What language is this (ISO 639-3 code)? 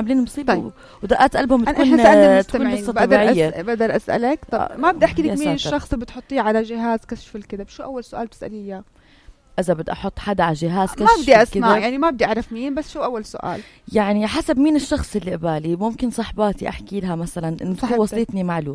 apc